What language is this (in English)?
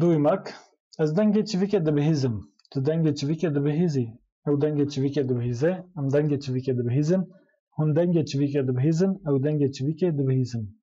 Kurdish